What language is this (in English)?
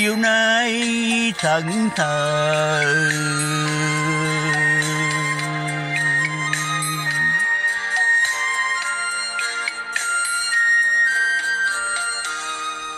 Vietnamese